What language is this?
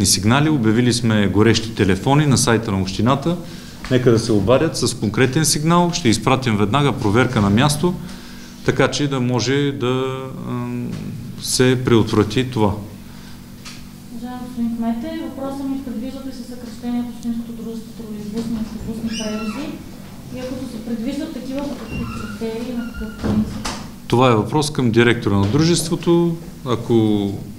Bulgarian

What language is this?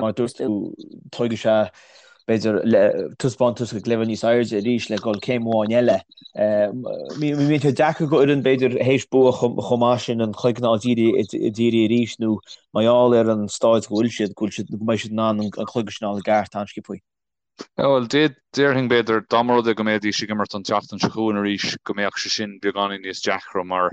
Irish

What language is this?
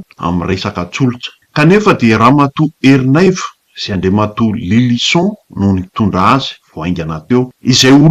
Malagasy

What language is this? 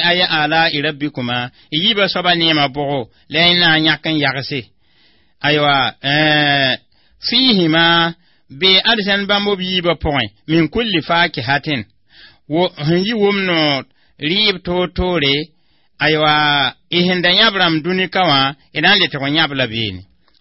Mossi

